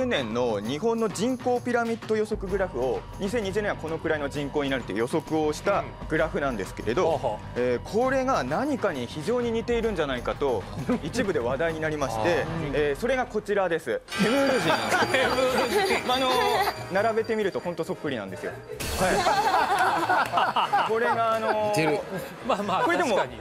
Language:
Japanese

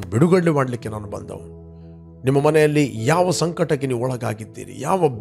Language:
Kannada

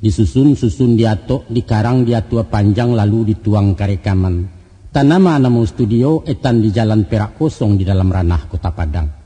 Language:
Minangkabau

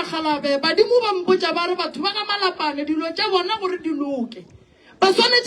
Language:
Northern Sotho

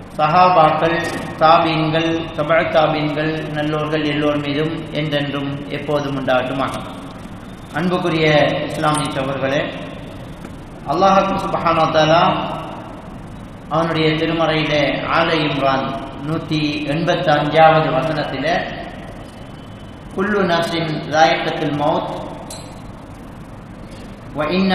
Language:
Tamil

